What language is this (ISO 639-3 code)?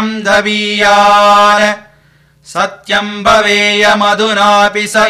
san